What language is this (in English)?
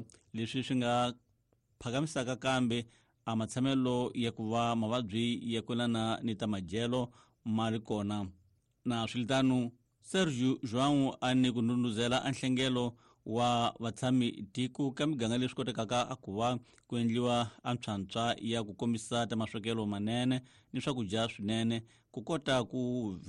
Tsonga